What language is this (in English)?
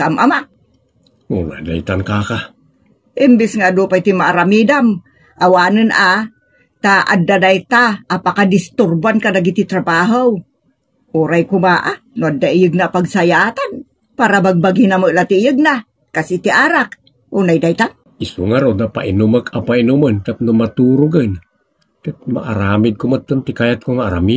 Iloko